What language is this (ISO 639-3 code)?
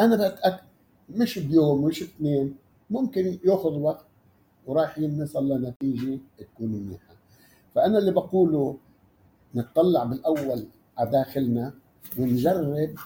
apc